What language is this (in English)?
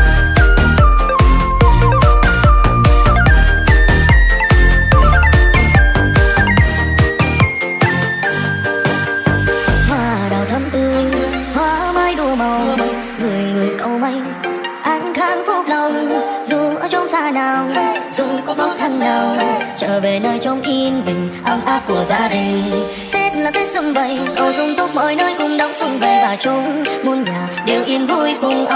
Vietnamese